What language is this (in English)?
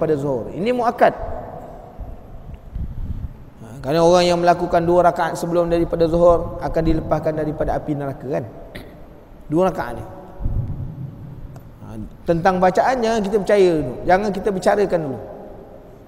Malay